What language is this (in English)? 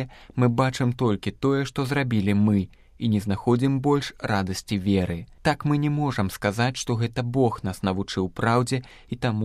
Belarusian